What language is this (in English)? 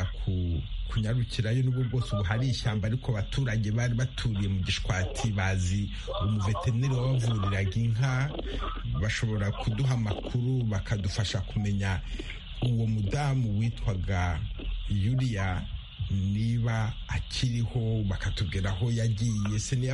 Kinyarwanda